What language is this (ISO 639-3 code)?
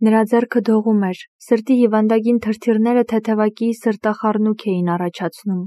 hye